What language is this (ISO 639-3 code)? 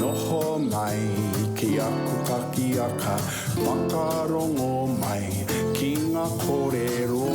mri